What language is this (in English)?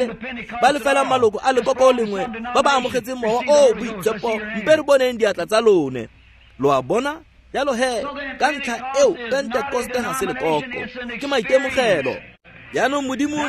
Tswana